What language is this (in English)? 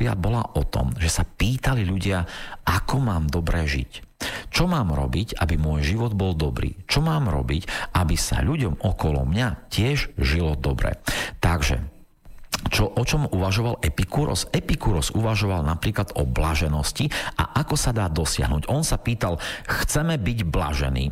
Slovak